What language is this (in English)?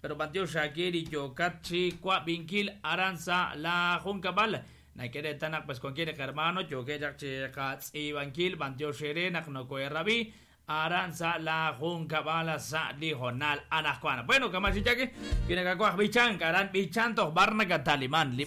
Kekchí